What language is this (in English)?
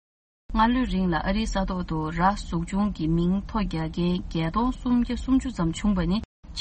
Tibetan